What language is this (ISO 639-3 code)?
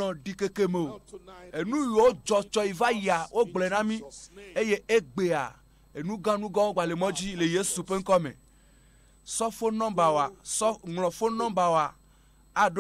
ewe